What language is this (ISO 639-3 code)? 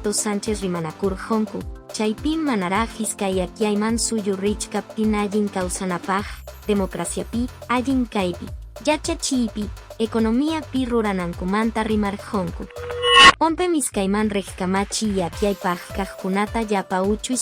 que